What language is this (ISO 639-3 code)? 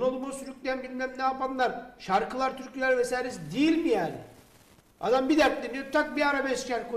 tur